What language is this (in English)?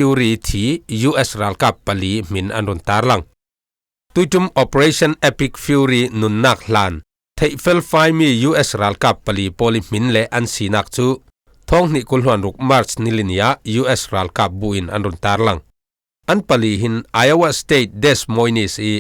Falam Chin